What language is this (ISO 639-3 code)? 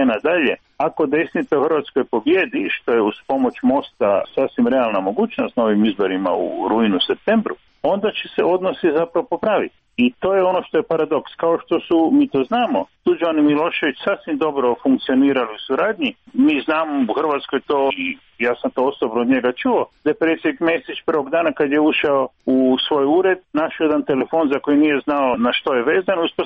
hrv